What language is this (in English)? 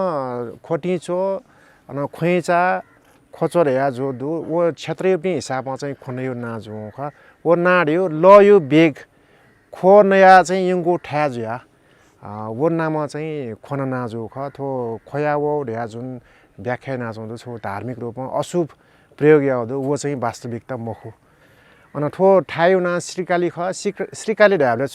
Newari